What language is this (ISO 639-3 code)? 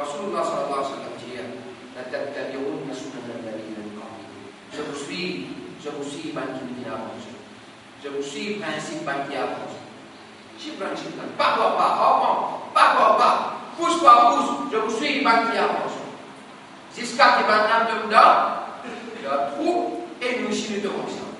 mfe